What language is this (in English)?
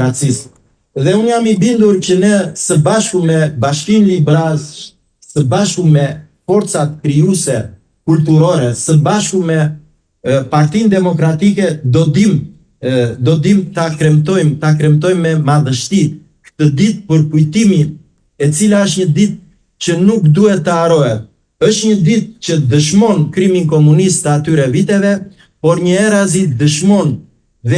Albanian